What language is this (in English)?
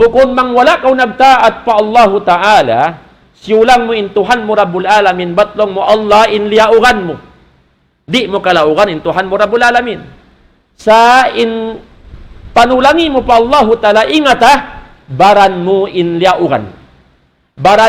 Tausug